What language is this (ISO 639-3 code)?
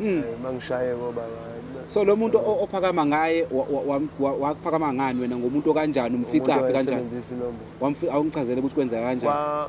zul